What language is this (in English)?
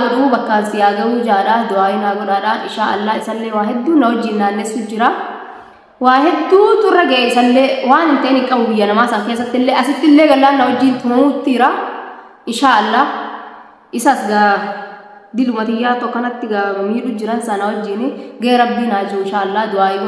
Oromo